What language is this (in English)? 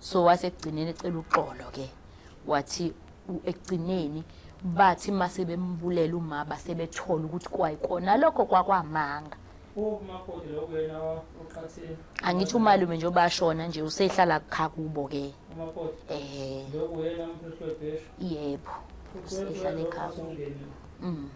Zulu